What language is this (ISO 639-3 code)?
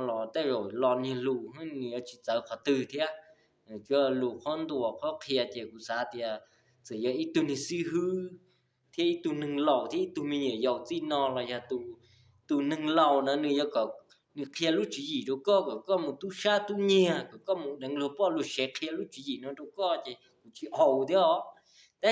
hmn